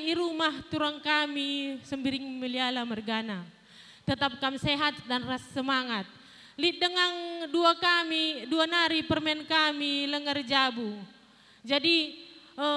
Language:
Batak Karo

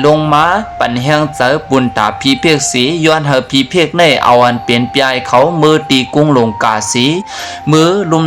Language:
Lao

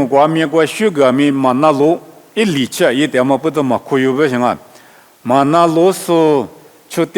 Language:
Lisu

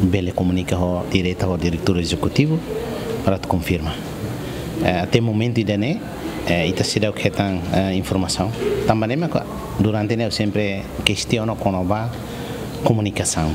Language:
Tetum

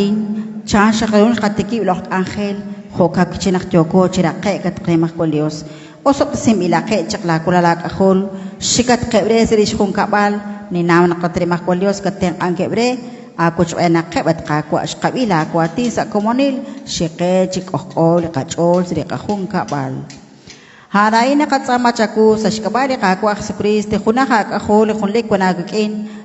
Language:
Kekchí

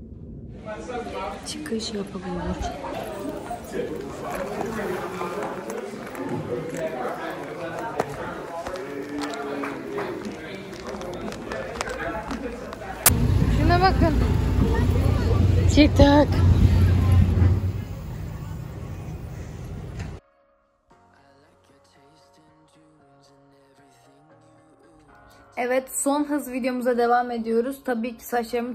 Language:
Turkish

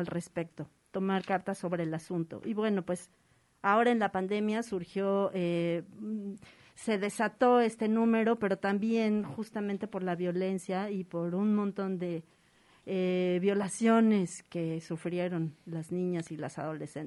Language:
Spanish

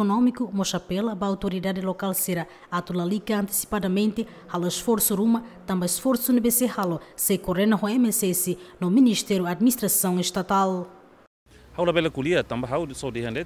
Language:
Tetum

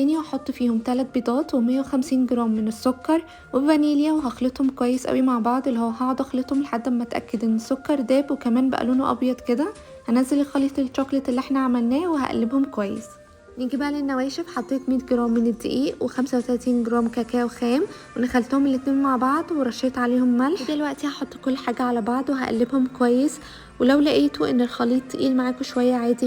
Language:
Egyptian Arabic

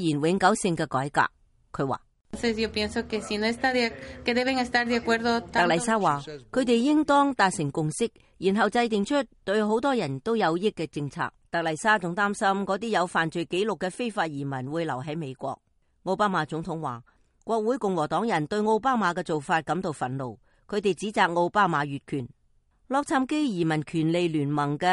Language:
Cantonese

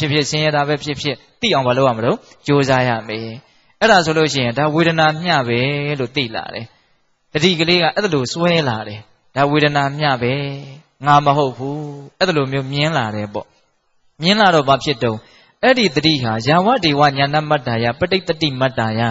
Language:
Burmese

